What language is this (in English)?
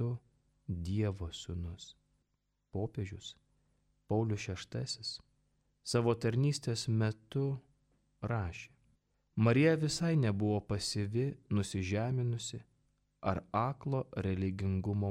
Lithuanian